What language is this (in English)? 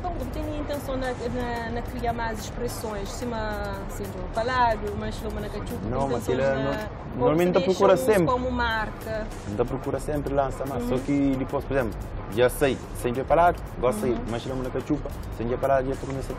Kabuverdianu